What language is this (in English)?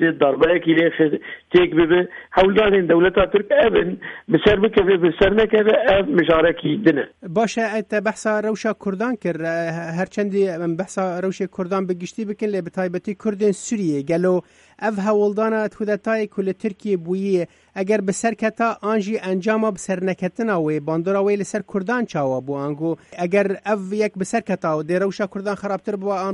Kurdish